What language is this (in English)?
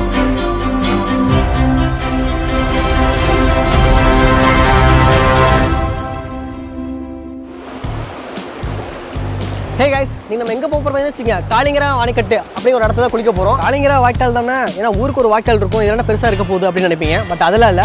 Tamil